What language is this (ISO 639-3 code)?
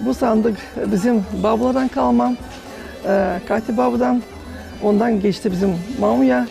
gag